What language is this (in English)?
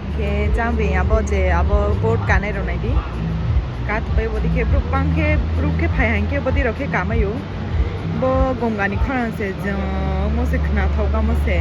Kok Borok